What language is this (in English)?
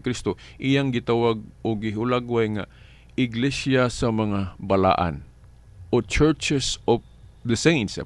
Cebuano